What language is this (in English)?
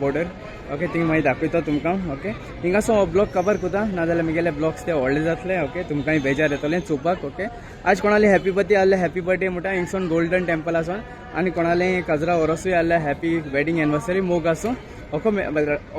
Konkani